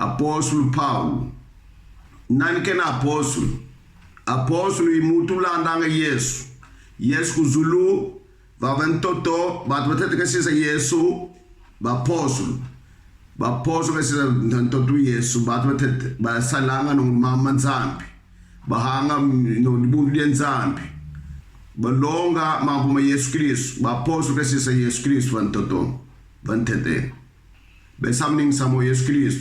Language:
Kongo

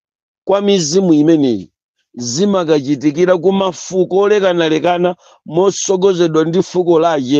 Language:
Nyanja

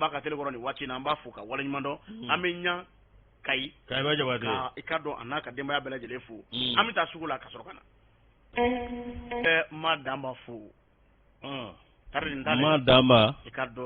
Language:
Bambara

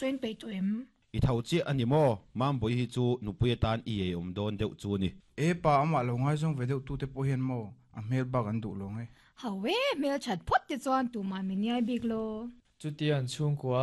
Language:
Mizo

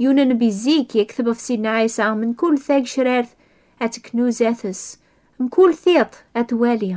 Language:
Kabyle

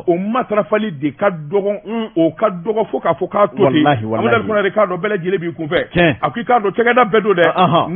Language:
Bambara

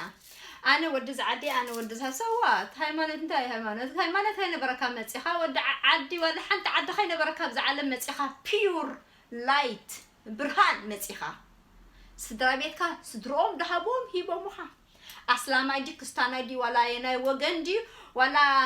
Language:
Tigrinya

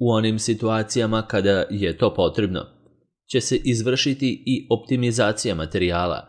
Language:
Serbian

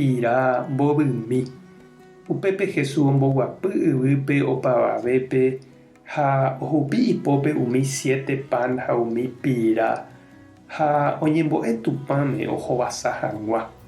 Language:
Guarani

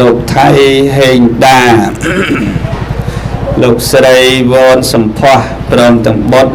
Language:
Khmer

